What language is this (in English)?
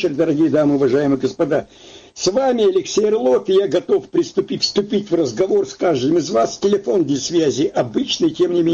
Russian